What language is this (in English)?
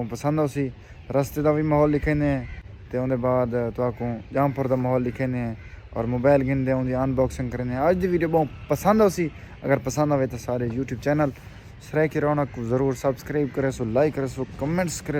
Saraiki